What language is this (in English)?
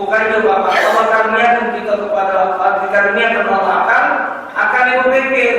Musi